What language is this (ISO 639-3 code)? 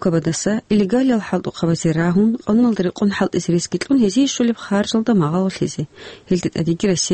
ava